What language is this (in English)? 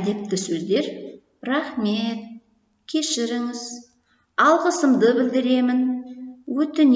Kazakh